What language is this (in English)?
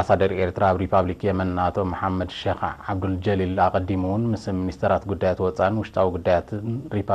Tigrinya